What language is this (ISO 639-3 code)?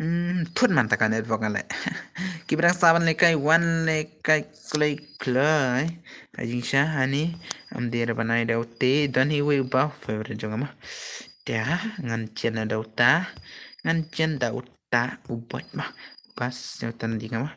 kha